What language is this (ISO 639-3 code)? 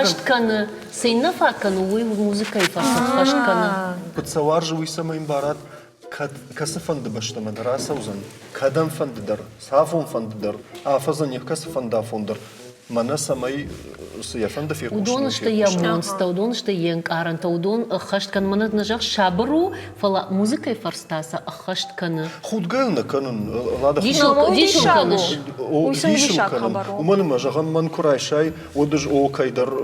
oss